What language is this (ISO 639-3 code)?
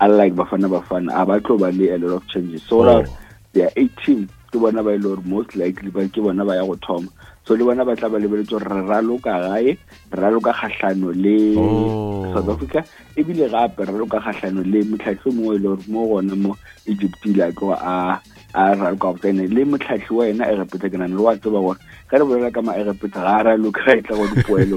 nso